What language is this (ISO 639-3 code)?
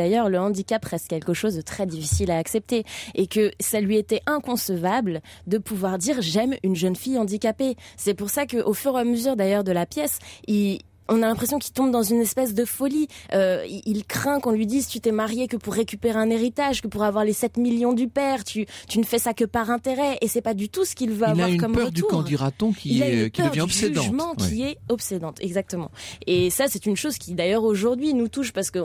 fra